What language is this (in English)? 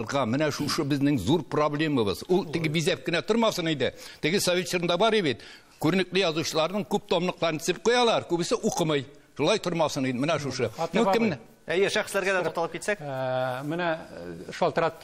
Tatar